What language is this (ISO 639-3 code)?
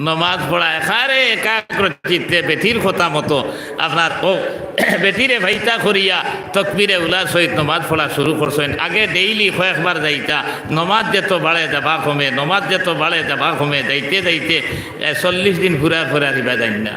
syl